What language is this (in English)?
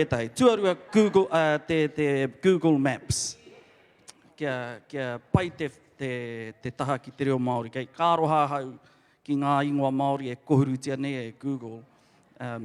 Māori